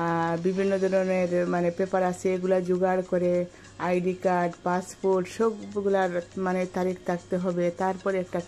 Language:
Bangla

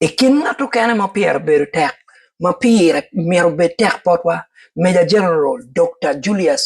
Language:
Acoli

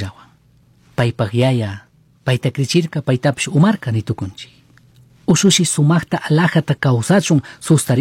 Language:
Chimborazo Highland Quichua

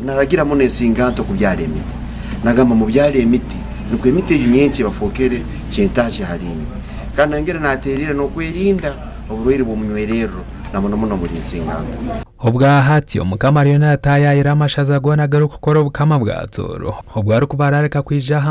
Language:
Nyankole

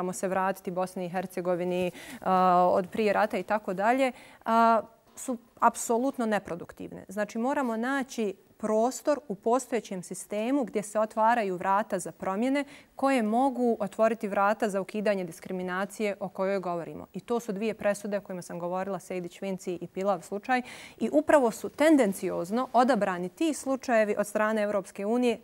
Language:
Bosnian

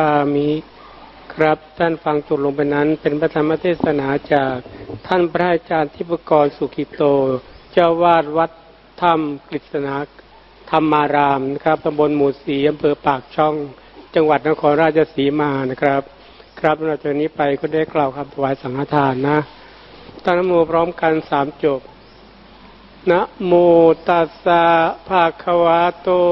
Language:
Thai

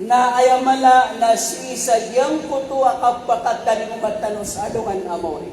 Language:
Maranao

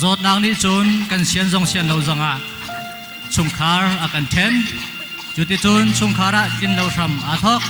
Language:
Hakha Chin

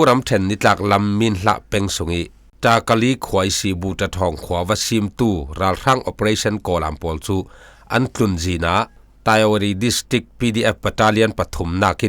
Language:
Falam Chin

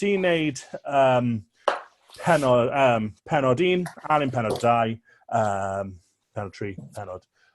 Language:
Welsh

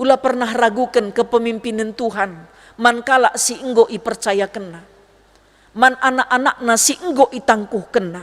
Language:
Batak Karo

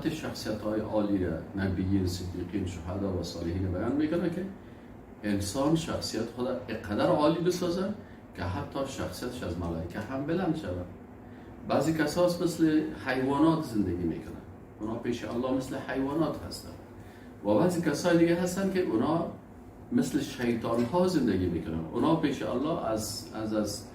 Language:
Persian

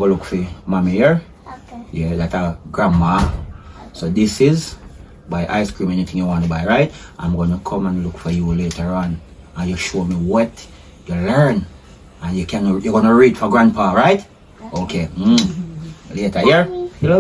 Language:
Jamaican Creole English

